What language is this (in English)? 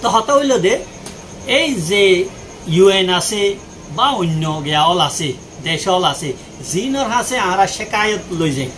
Rohingya